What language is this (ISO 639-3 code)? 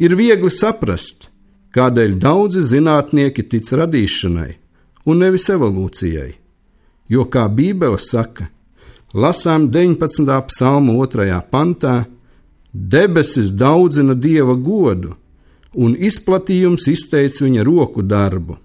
lav